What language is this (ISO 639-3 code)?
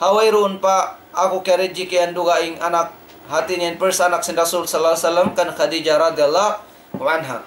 tsg